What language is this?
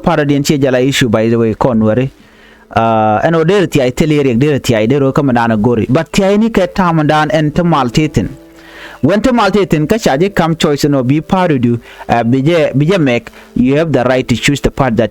Nuer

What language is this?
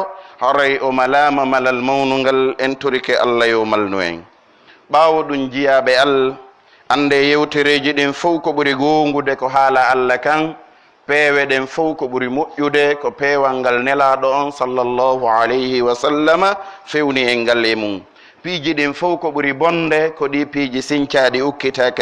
Pular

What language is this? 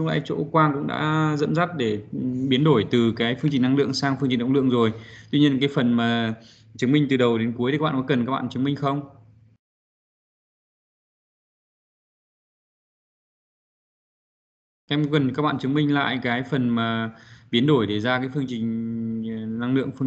Vietnamese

